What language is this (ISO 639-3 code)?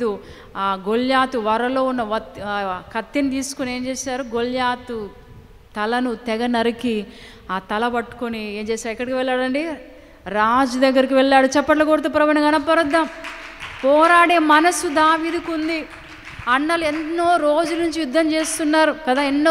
tel